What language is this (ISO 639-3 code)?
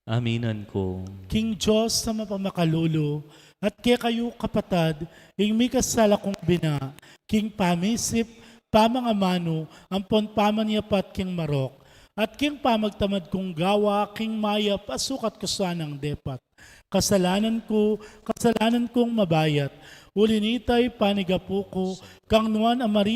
pam